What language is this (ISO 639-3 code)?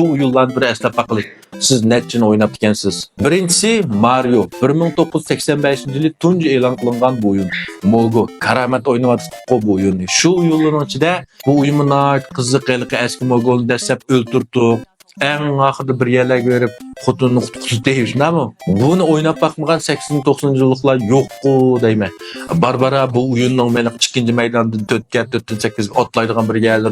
uig